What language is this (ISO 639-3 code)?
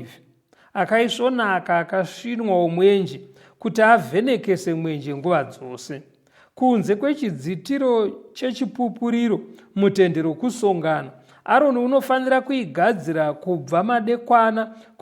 sna